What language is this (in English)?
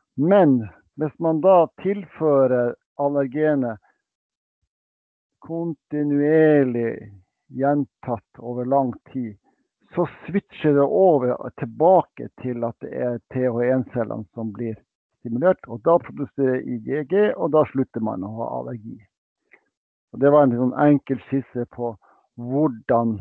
Norwegian